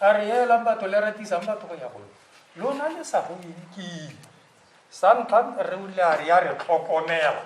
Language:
Tswana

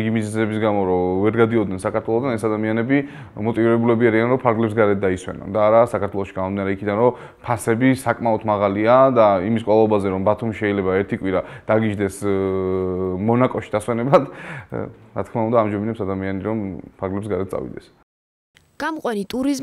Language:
Georgian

